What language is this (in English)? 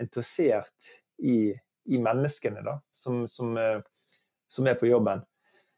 Norwegian